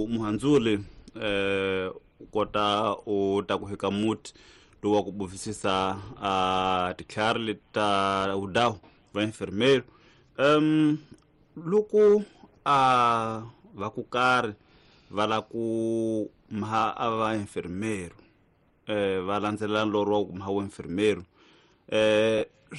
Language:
Tsonga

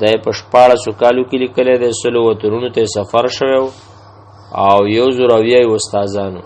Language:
Pashto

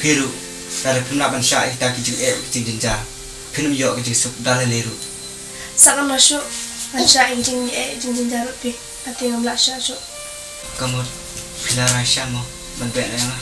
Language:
Khasi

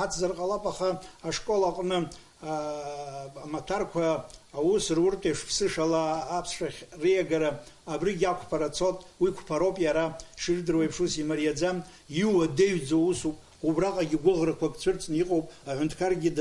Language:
Abkhazian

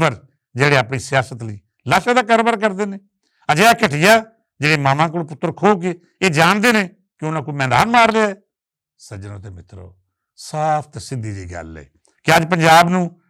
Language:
Western Panjabi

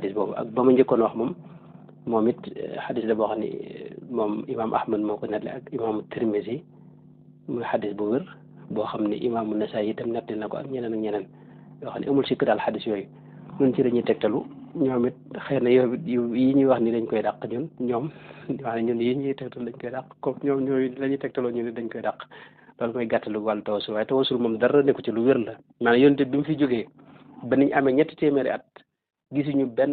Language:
Wolof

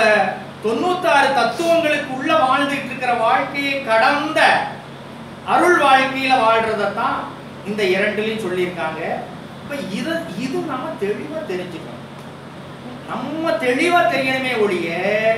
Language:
Tamil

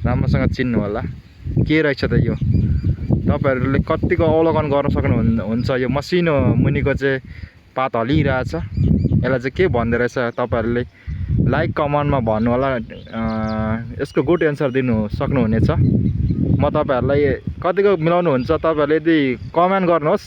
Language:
Nepali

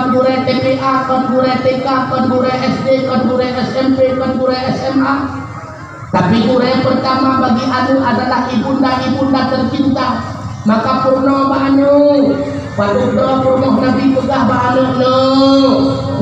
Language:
Achinese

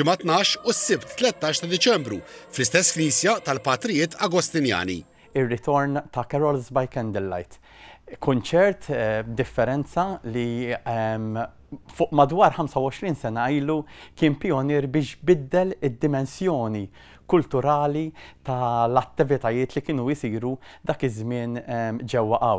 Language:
Maltese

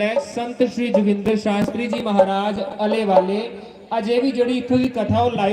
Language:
Dogri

